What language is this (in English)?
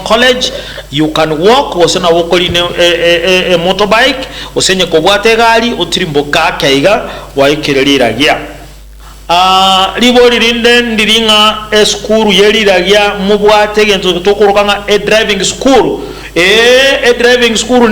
Gusii